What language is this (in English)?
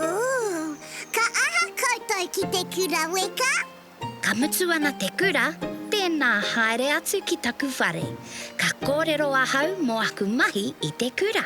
Māori